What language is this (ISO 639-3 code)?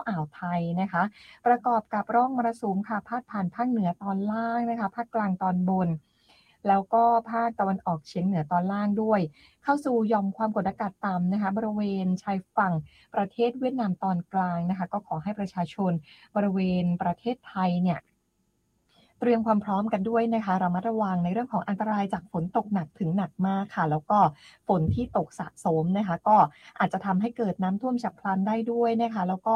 tha